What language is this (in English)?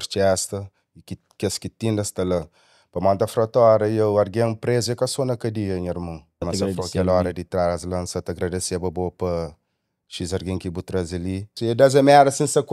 Kabuverdianu